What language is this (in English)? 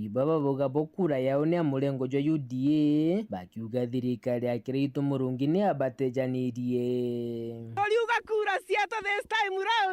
Meru